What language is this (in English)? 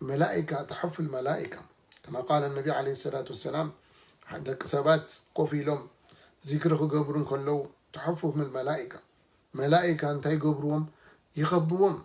Tigrinya